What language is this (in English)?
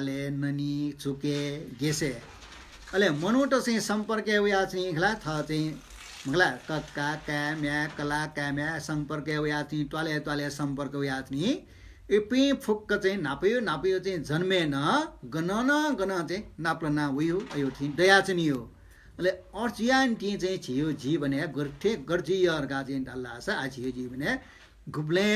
Newari